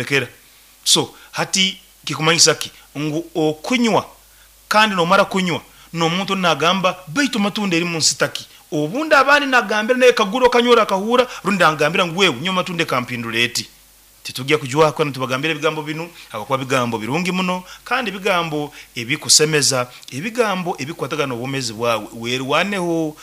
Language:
Nyoro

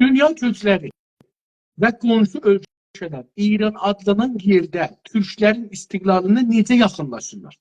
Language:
South Azerbaijani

